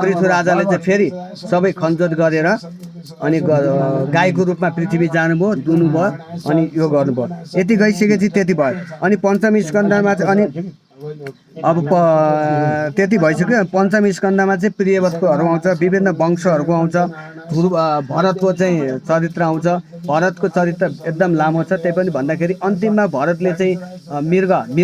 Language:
Nepali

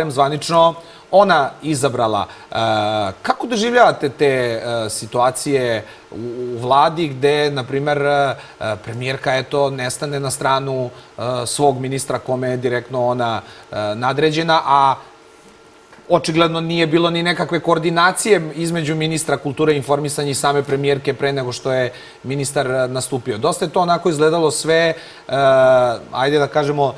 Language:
Serbian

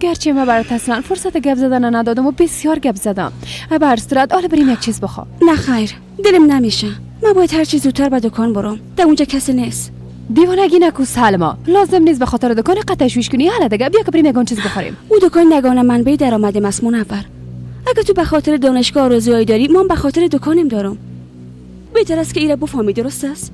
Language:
Persian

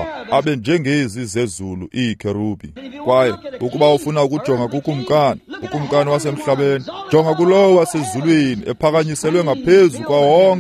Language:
Xhosa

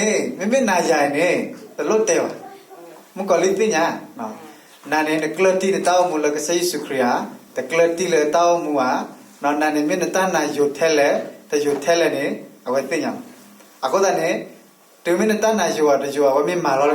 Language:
S'gaw Karen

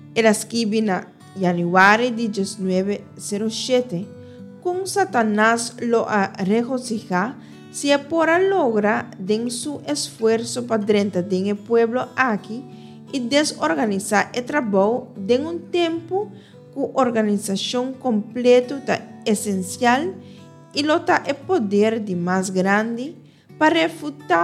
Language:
Papiamento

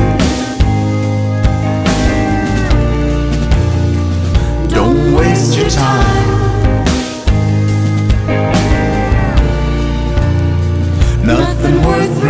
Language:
English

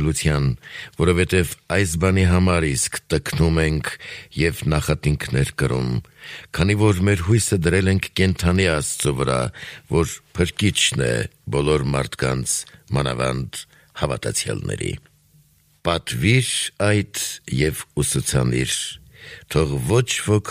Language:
Armenian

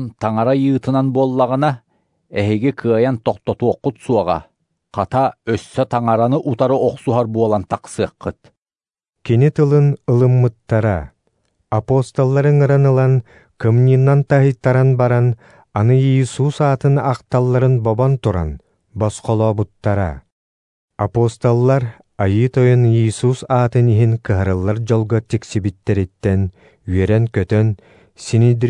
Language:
Yakut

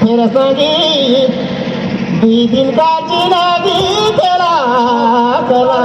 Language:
Surgujia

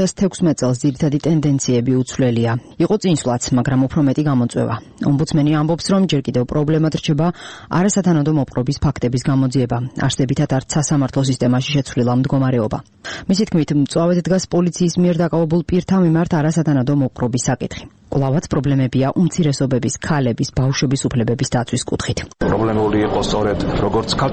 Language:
Georgian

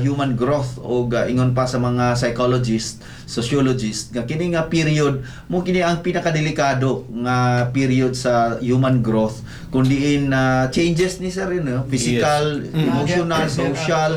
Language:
Cebuano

